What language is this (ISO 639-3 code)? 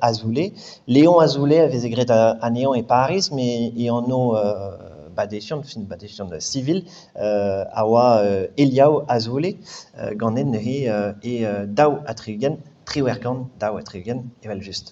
bre